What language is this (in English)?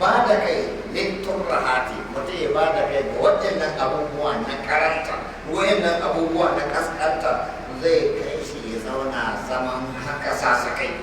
Hausa